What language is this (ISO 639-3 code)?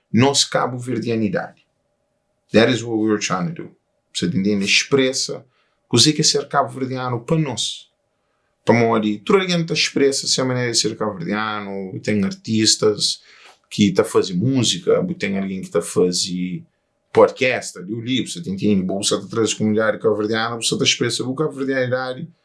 kea